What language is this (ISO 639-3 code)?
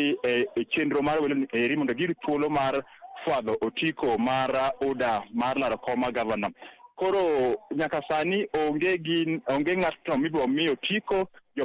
luo